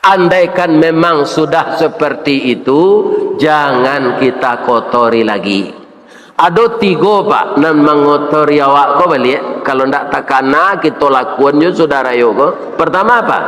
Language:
Minangkabau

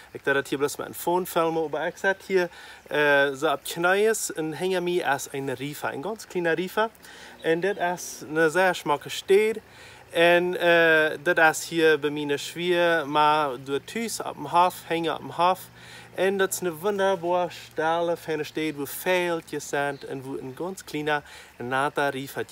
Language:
Plautdietsch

